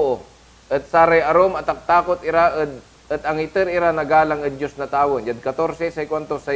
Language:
Pangasinan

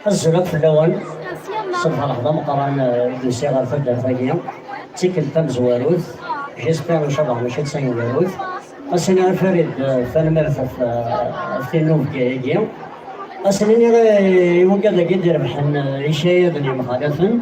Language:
Kabyle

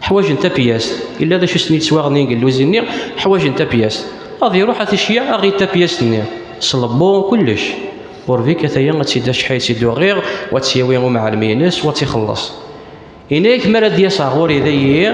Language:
Kabyle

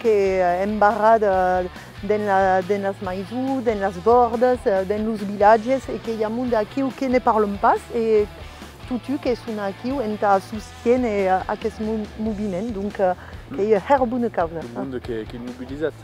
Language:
Occitan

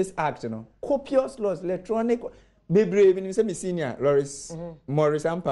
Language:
Akan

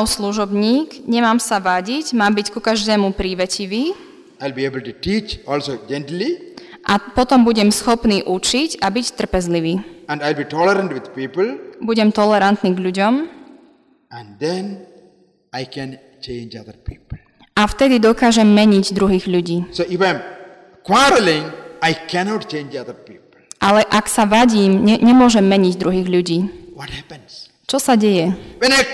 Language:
Slovak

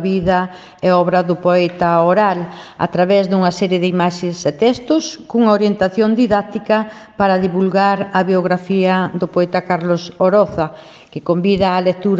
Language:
Galician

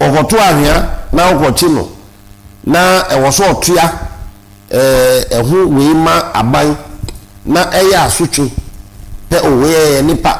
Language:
Akan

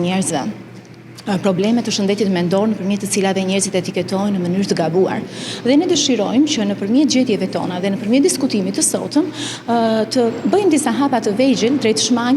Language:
Albanian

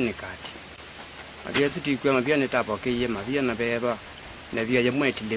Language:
Kamba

